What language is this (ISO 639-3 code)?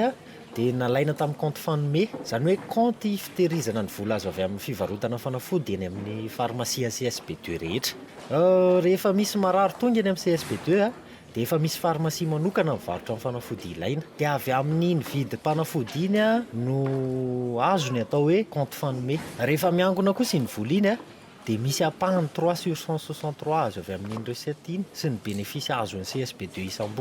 mlg